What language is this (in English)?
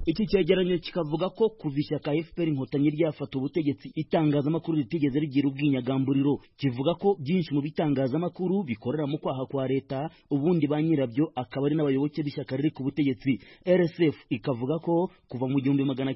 Kinyarwanda